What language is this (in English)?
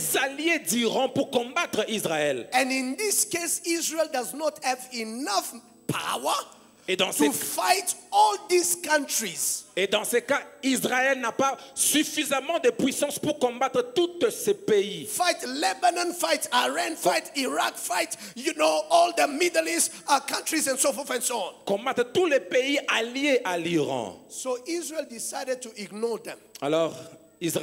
French